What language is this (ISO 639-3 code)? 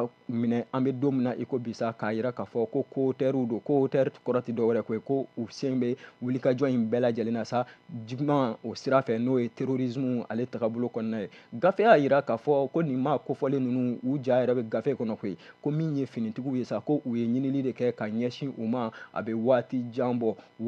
bam